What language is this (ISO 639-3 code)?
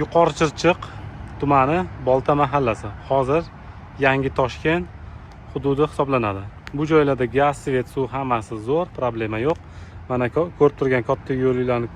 uzb